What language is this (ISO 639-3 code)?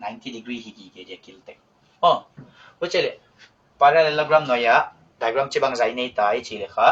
pck